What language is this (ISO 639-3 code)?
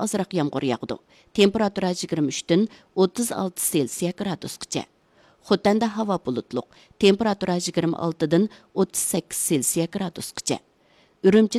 uig